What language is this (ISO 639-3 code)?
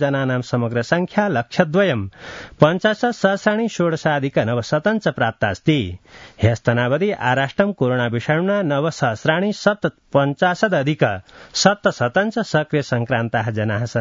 san